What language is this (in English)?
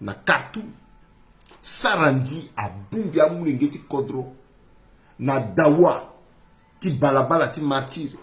Sango